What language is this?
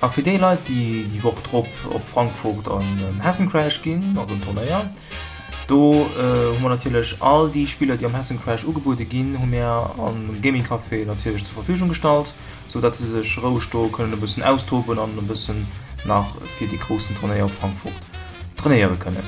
Luxembourgish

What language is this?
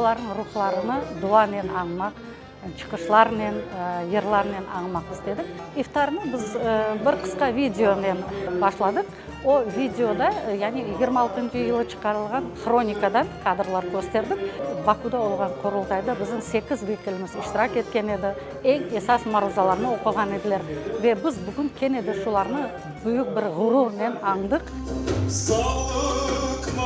Crimean Tatar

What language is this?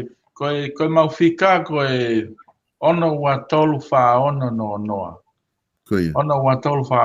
Tongan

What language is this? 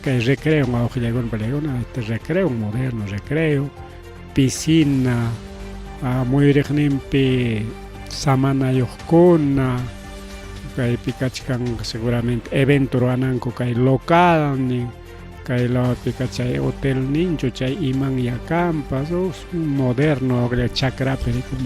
Ayacucho Quechua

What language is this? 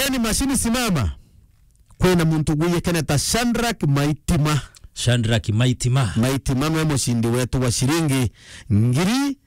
Meru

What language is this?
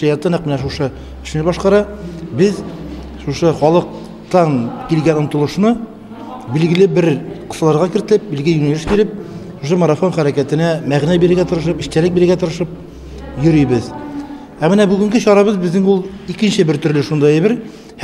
Tatar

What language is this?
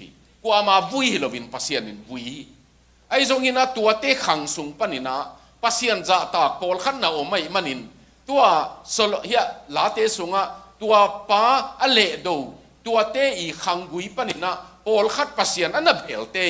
Tedim Chin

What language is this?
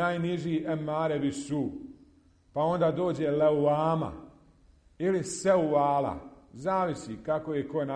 Bosnian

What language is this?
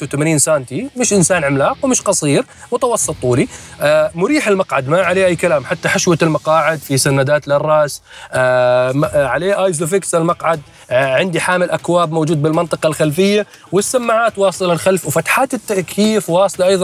Mesopotamian Arabic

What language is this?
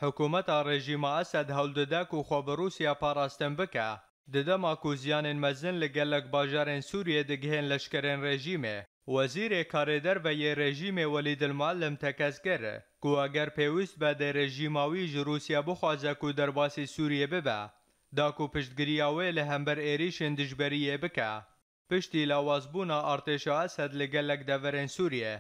Kurdish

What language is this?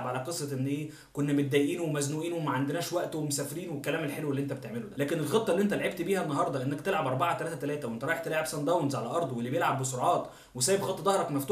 Egyptian Arabic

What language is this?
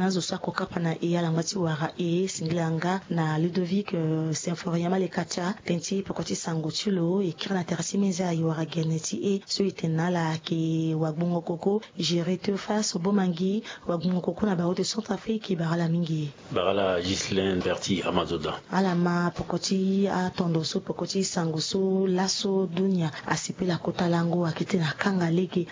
Sango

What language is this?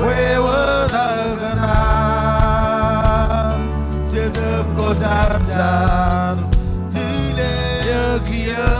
Marshallese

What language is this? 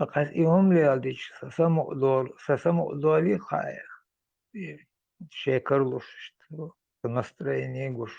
Chechen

